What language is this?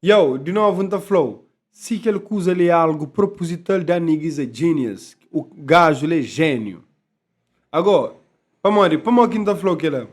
Kabuverdianu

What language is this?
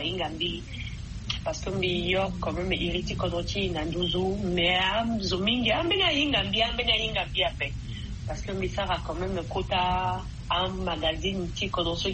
Sango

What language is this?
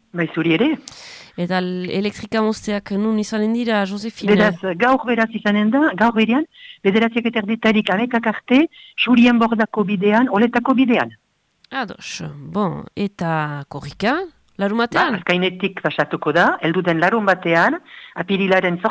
Basque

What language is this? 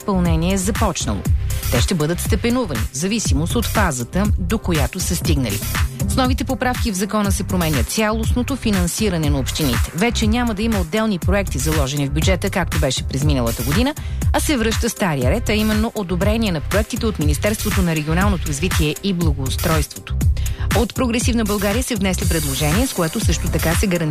Bulgarian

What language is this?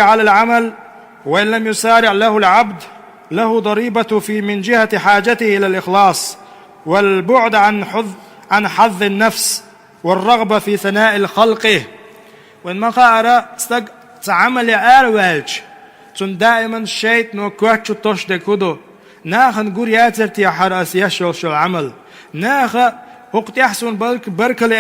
Chechen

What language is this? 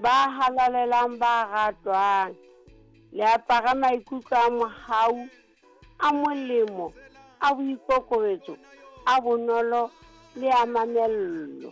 Southern Sotho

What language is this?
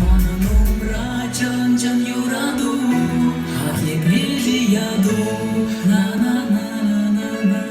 Chuvash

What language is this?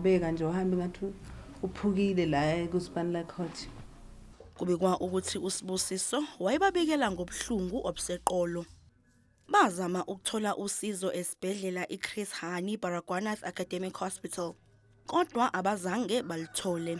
Zulu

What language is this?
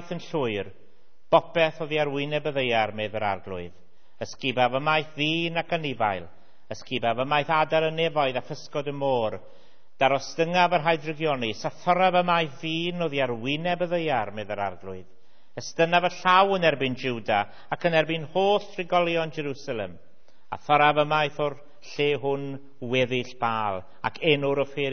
Welsh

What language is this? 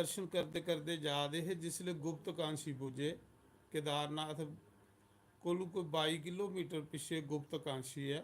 Dogri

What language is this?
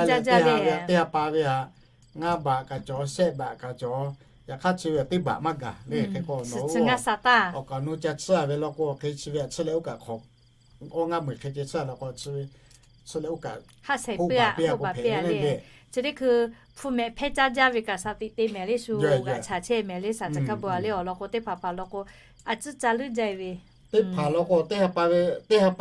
Lahu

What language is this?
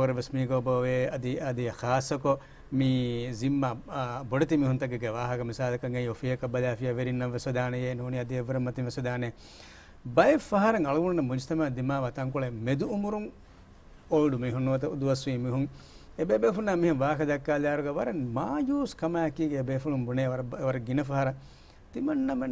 Divehi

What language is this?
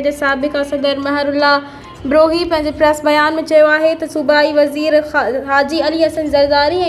Sindhi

